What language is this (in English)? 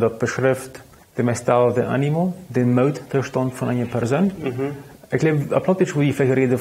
Plautdietsch